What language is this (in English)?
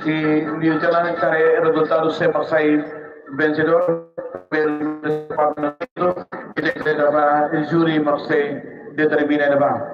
Tetum